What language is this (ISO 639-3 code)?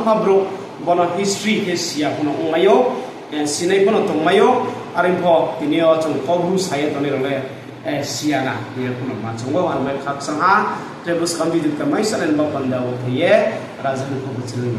ria